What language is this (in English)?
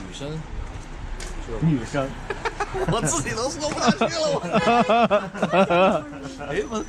Chinese